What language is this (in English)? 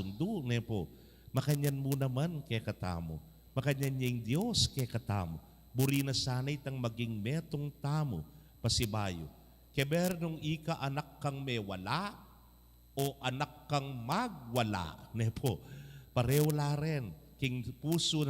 Pampanga